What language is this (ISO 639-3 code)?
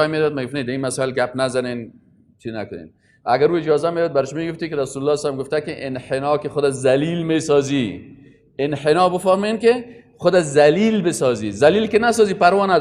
fas